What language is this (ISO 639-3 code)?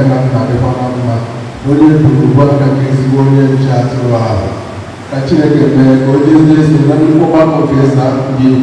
ibo